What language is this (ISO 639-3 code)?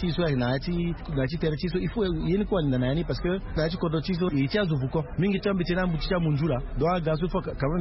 sag